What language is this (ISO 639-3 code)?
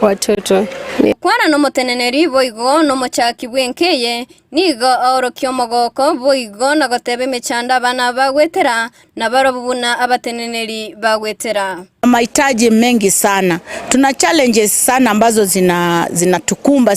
guz